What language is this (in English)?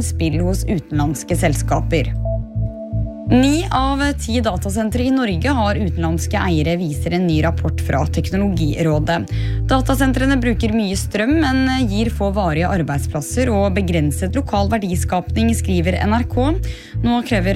Norwegian